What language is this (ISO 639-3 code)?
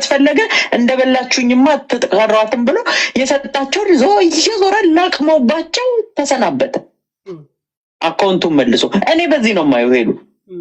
amh